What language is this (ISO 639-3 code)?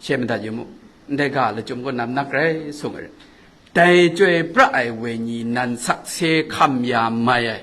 kac